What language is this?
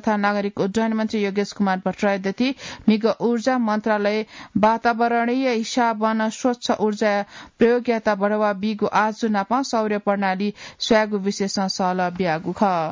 Newari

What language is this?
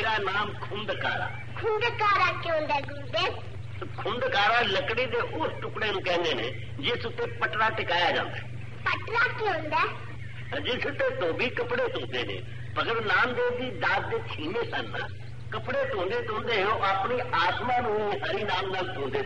Punjabi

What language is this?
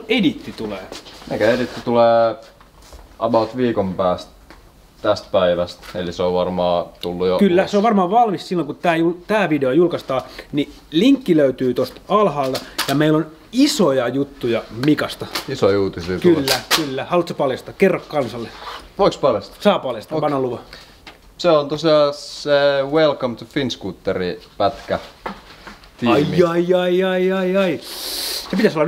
Finnish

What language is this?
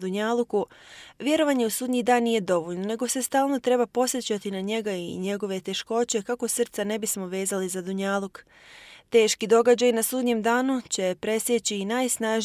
Bosnian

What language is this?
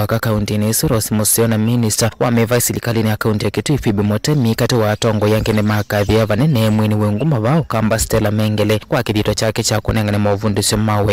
Kamba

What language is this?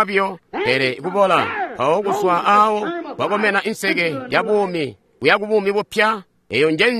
Tonga (Zambia)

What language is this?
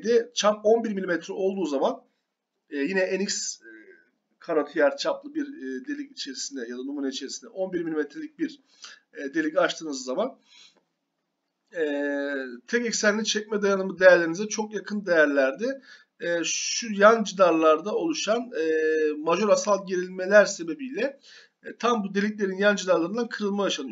Turkish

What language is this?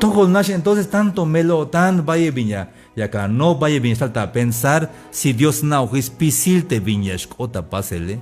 Tzeltal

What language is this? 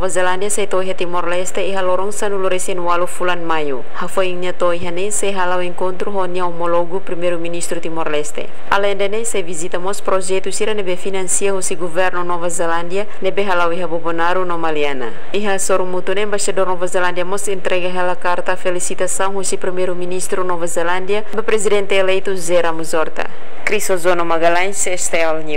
Tetum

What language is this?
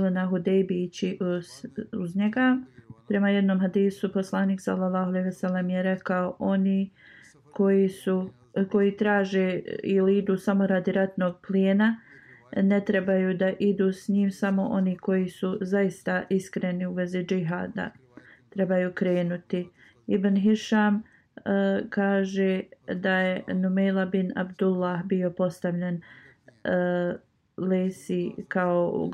Bosnian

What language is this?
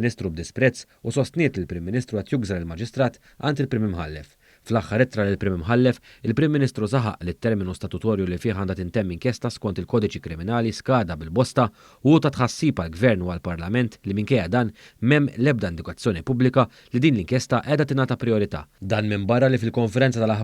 Maltese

